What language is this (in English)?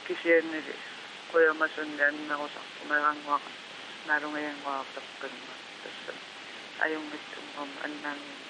Kalaallisut